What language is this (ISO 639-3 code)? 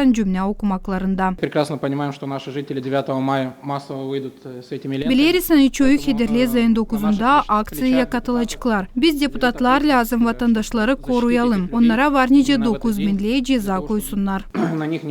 gag